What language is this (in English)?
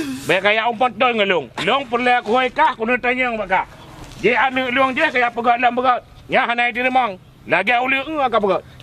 Achinese